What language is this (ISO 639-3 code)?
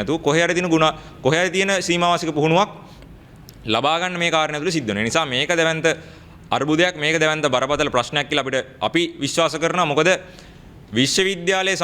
sin